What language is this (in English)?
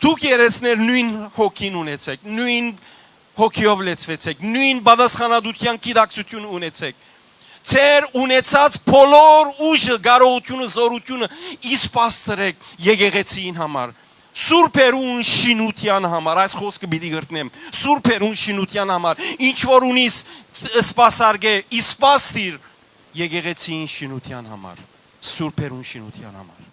Western Armenian